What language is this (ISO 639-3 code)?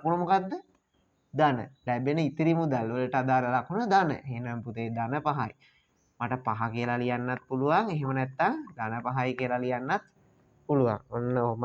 sin